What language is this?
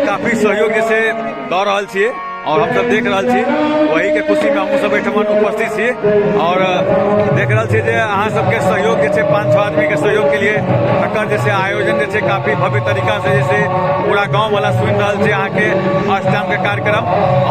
Maithili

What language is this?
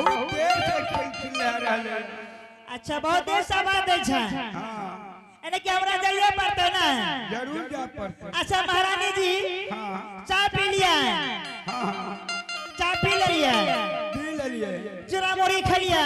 Angika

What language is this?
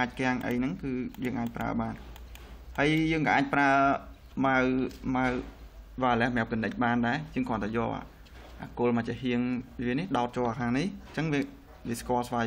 Khmer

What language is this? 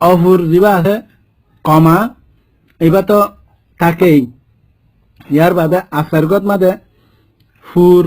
Rohingya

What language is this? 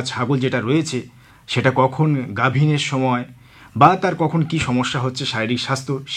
Bangla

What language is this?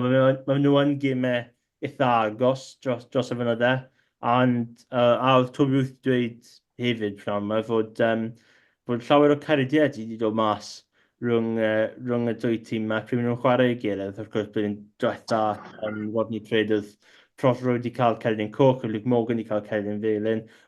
Welsh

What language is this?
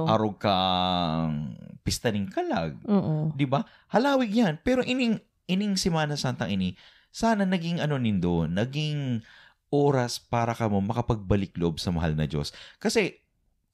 Bikol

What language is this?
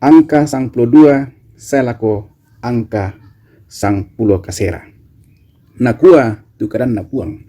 Toraja-Sa'dan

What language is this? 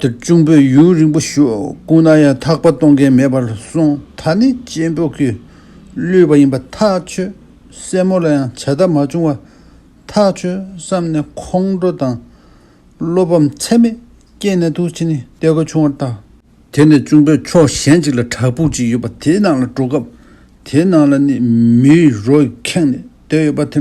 Tibetan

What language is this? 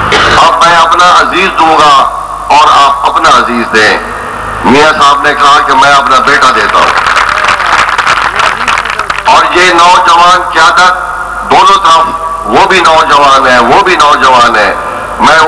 Urdu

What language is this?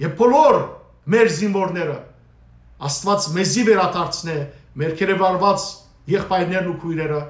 Western Armenian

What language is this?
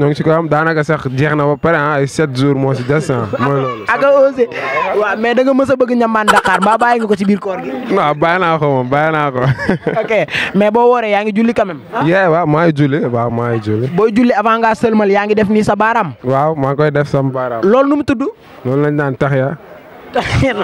Wolof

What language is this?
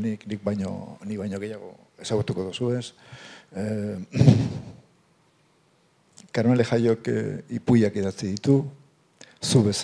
Basque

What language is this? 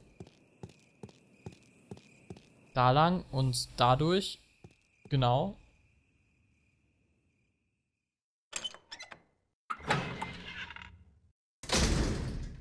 German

